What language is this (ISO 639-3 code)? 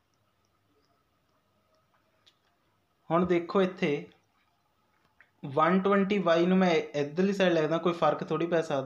pan